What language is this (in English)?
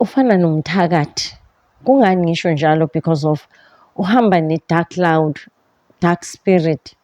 Zulu